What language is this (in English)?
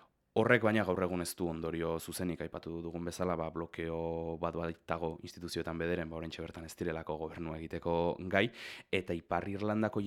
Basque